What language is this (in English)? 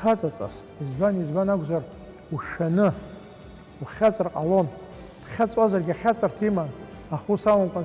Abkhazian